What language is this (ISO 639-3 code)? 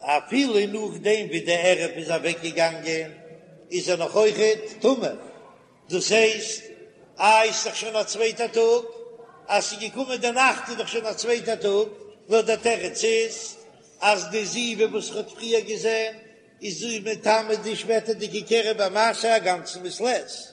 yid